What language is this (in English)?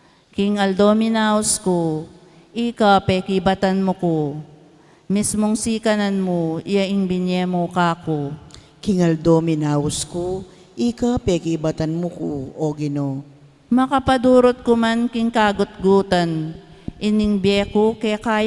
Pampanga